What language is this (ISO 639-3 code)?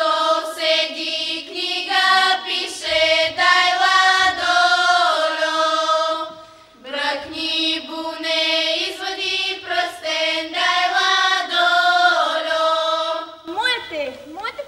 bul